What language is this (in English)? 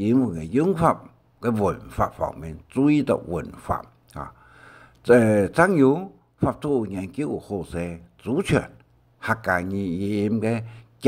Hakka Chinese